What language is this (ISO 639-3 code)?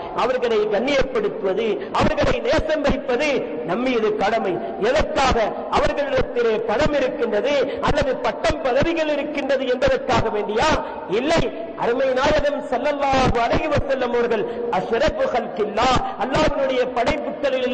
tam